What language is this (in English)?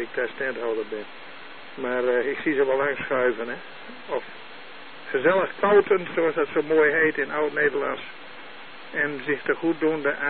Dutch